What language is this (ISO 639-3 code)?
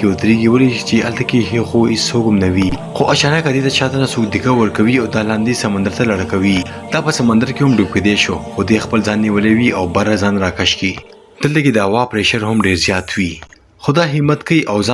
pus